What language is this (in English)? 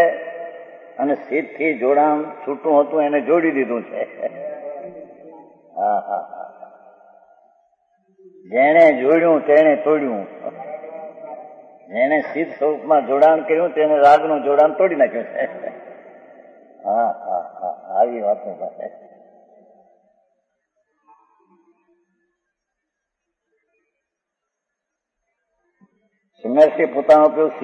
Gujarati